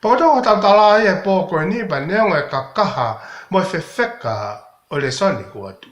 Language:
Tongan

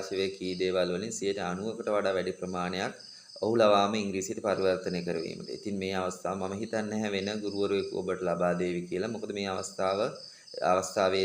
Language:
Sinhala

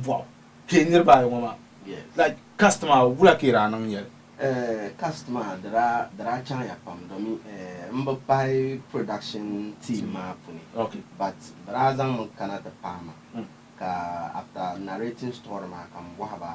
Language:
Dagbani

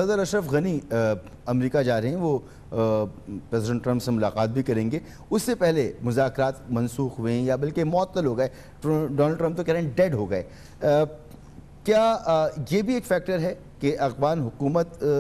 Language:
Urdu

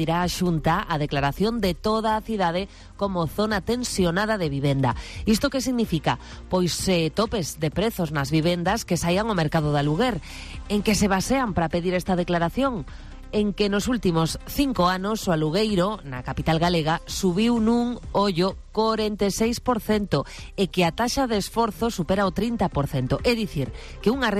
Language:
Galician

